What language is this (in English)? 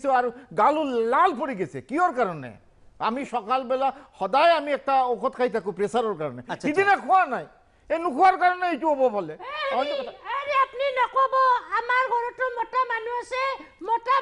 Assamese